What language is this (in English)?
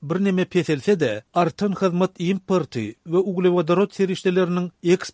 Turkmen